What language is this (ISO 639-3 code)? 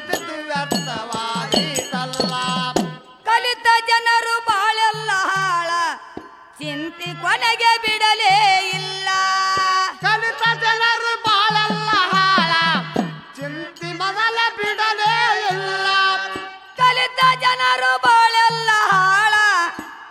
kan